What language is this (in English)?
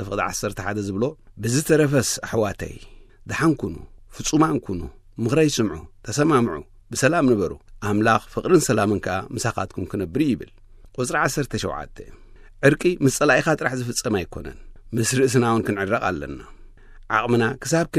Tigrinya